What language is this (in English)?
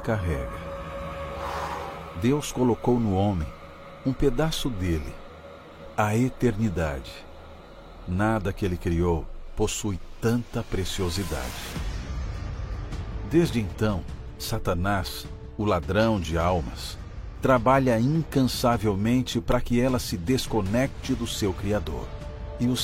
Portuguese